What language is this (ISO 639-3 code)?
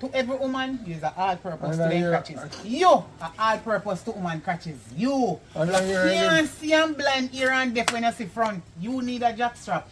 jam